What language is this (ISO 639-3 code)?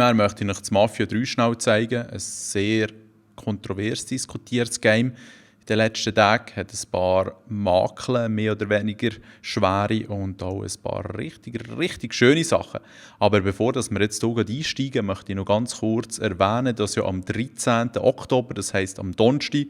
gsw